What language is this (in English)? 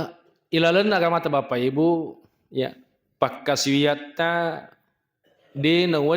Buginese